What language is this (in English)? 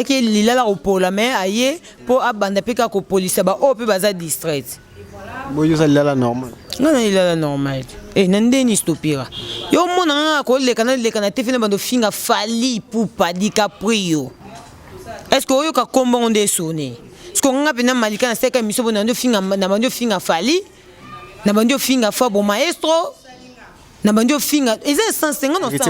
Lingala